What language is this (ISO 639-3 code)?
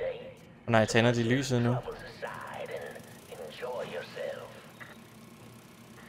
dan